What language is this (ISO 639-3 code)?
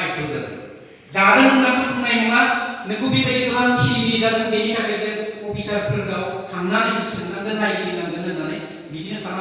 brx